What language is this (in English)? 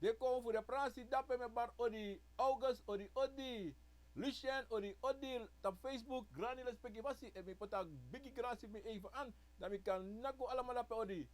Sranan Tongo